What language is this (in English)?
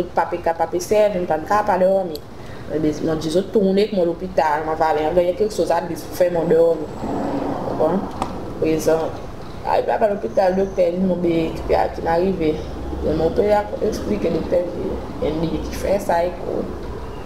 Seselwa Creole French